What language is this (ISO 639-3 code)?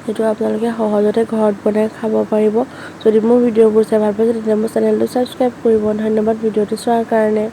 asm